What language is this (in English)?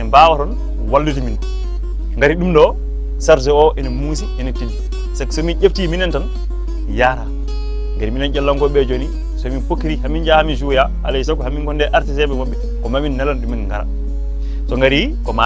Fula